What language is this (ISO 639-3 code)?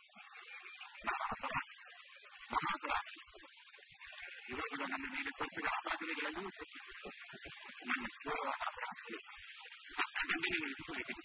kan